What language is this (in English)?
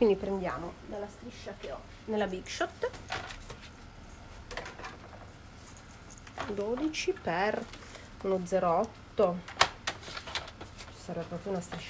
Italian